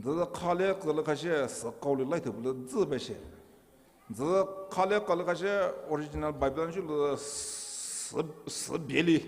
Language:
Poumei Naga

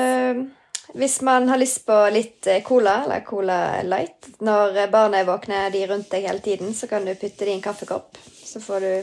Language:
Norwegian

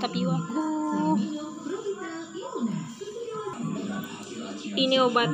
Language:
Indonesian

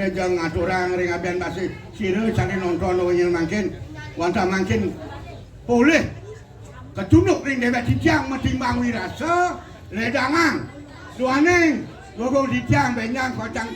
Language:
Balinese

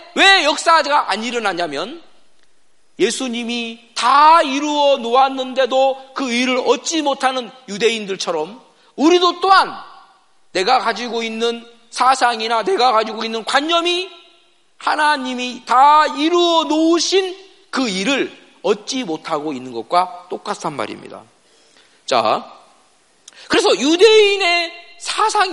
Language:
Korean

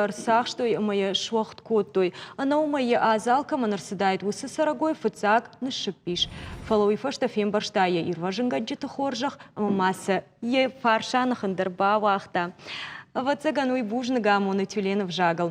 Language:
Ossetic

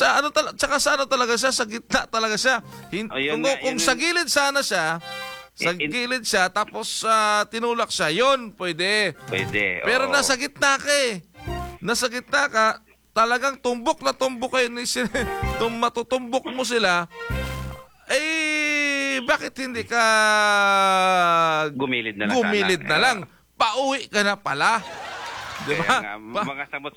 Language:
Filipino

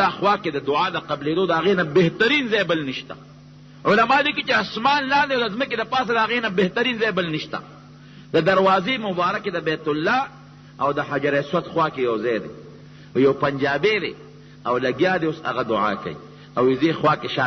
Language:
Pashto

